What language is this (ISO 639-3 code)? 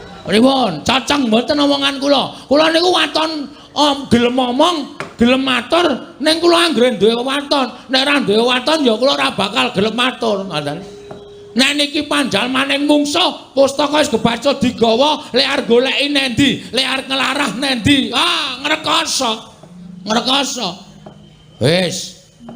jav